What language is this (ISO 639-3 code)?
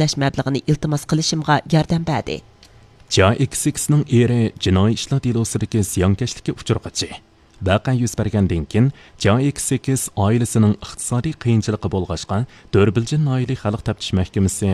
uig